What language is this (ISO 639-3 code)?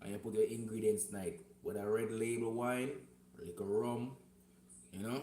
jam